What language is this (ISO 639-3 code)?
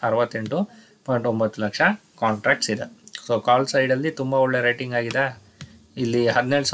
kan